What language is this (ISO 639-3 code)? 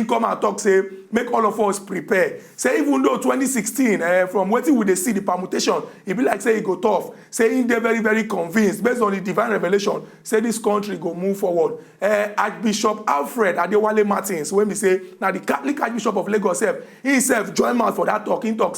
pcm